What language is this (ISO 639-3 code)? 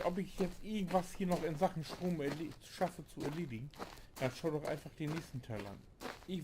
nds